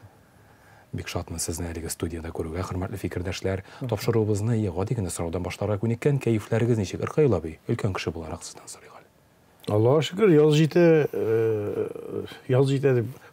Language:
Tatar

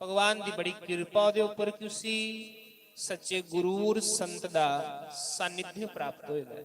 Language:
Dogri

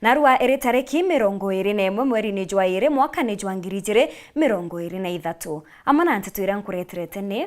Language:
Meru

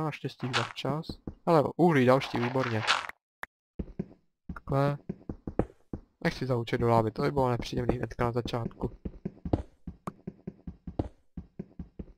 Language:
Czech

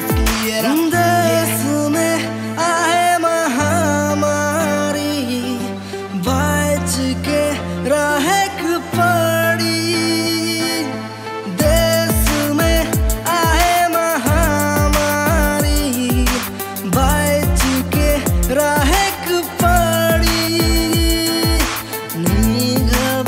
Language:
Sadri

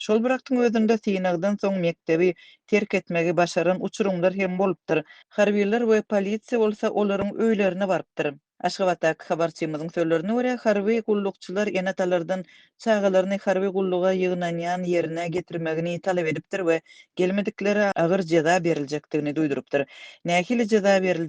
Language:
Turkmen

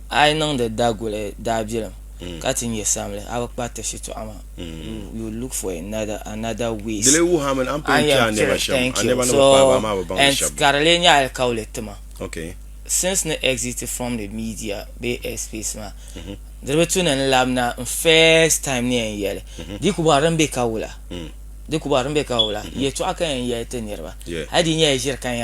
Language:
Dagbani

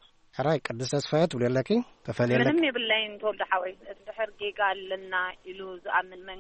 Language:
Tigrinya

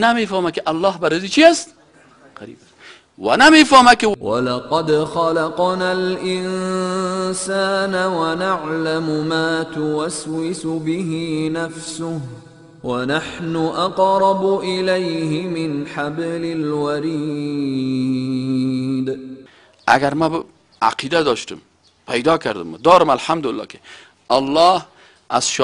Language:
Persian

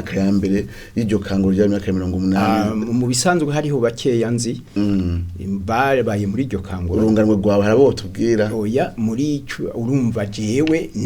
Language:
Rundi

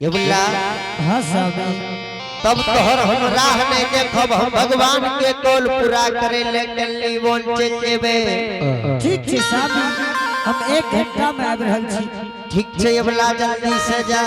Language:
Angika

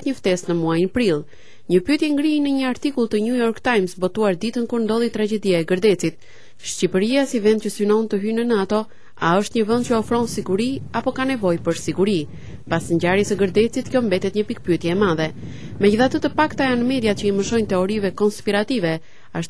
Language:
Albanian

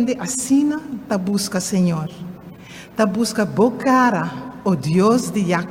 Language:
Papiamento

